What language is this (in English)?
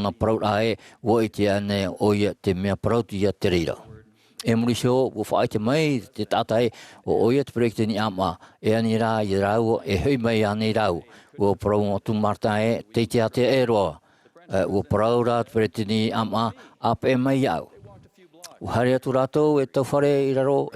Tahitian